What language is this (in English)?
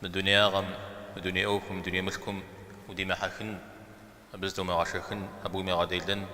Kabardian